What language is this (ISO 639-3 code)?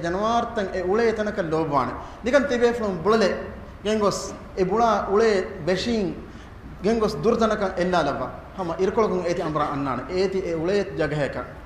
div